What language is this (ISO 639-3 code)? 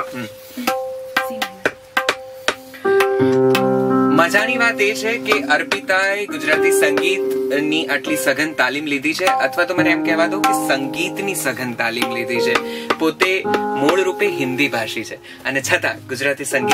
guj